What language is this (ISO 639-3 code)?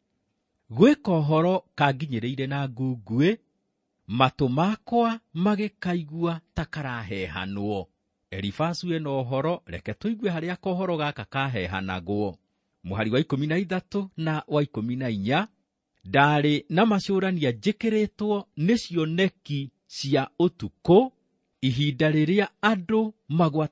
kik